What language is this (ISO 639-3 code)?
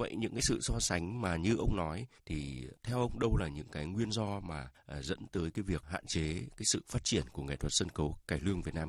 vie